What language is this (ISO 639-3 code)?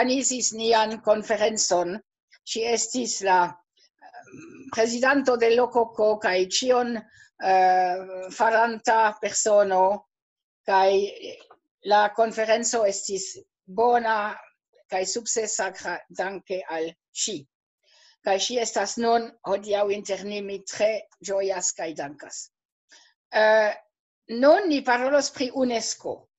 epo